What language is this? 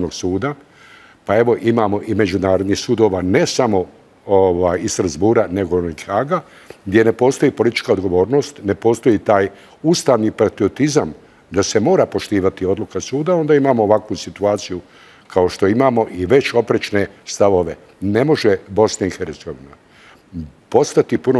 Bosnian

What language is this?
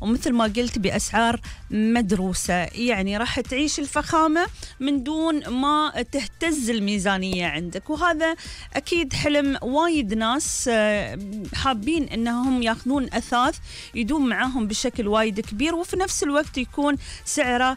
Gulf Arabic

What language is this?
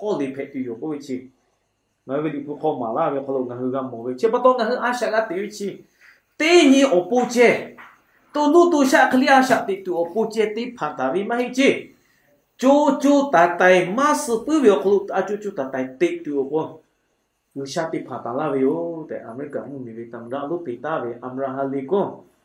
Lahu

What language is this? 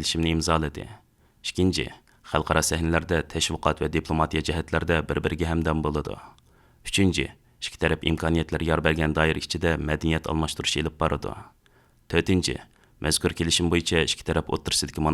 Uyghur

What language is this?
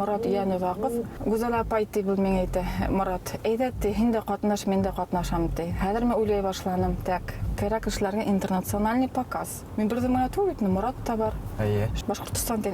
Bashkir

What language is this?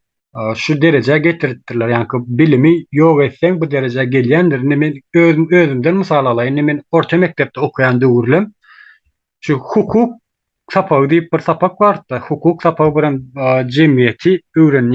Turkmen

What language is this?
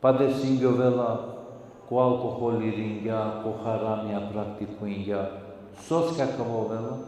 Balkan Romani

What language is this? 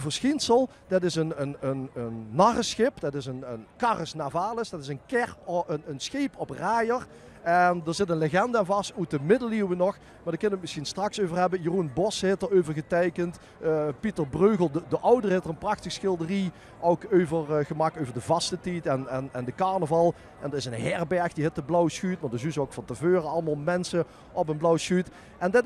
Limburgish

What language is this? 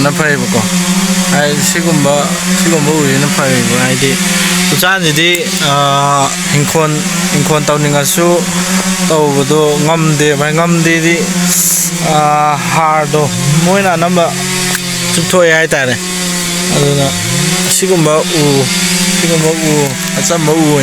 Manipuri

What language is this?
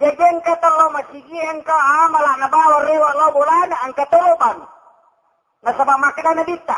Buginese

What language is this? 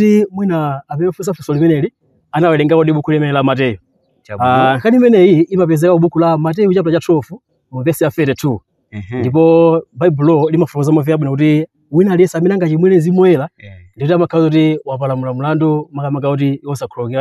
Nyanja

